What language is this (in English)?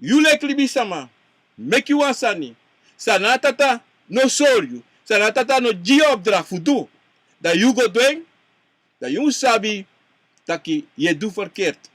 Sranan Tongo